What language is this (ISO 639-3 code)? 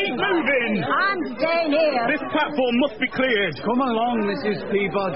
eng